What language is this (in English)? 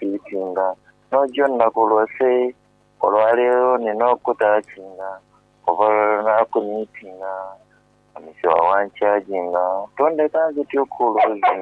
Soga